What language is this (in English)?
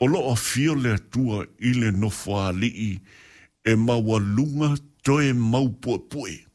Samoan